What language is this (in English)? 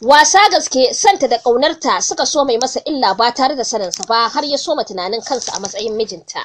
Hausa